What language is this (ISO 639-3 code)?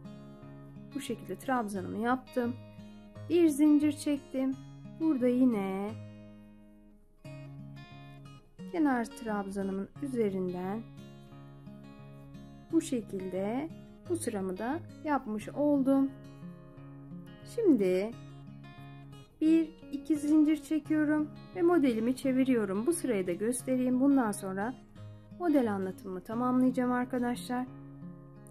tur